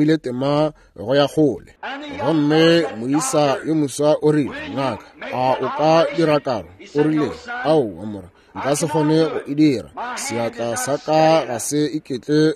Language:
Northern Sotho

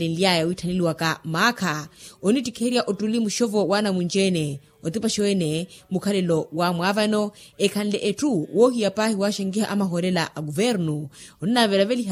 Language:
Makhuwa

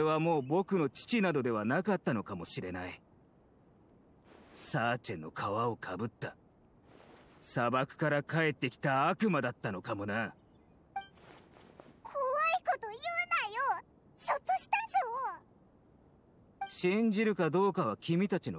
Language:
Japanese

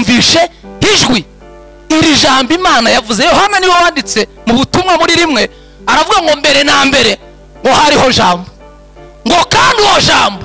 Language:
Kinyarwanda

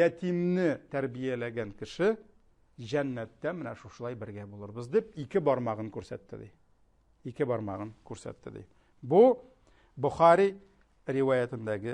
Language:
Tatar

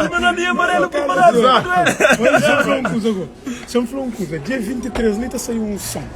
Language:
Kabuverdianu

